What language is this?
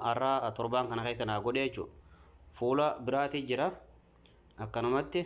Oromo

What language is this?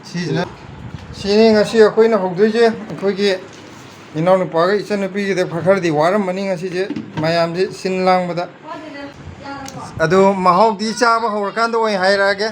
Manipuri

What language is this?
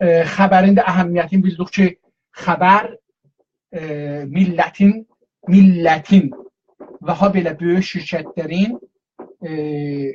South Azerbaijani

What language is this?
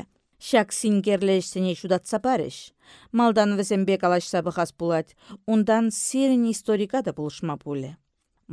Chuvash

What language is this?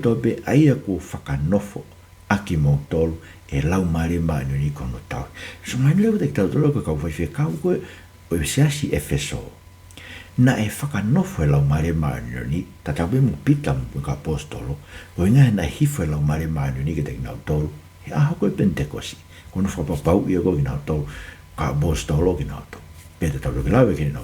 Tongan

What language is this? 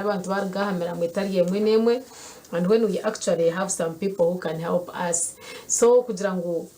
Nyankole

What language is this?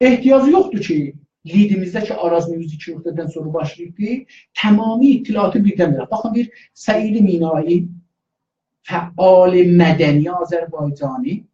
South Azerbaijani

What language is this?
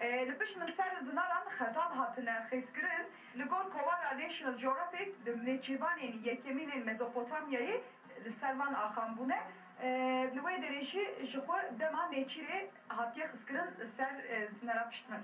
Kurdish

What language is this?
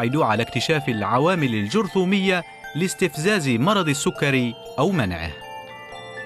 Arabic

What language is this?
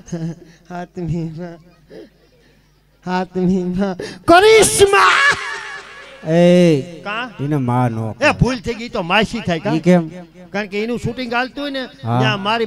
Gujarati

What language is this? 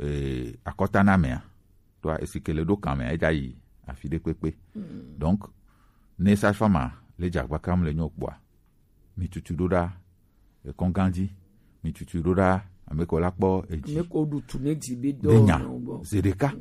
Gen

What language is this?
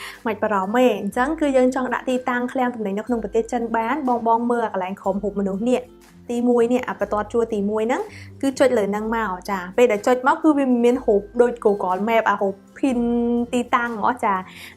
Khmer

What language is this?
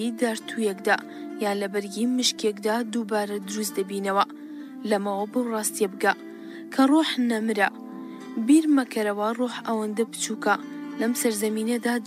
Central Kurdish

